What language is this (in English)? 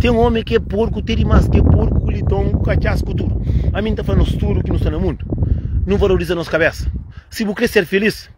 Kabuverdianu